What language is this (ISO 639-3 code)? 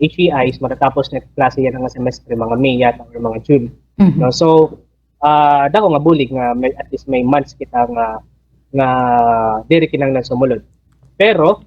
war